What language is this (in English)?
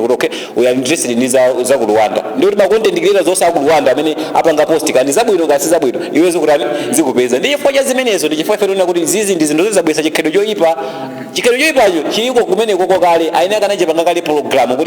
Nyanja